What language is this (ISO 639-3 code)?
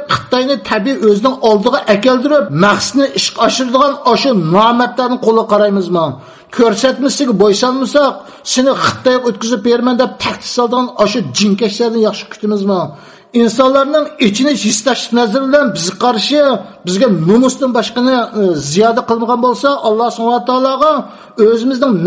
uig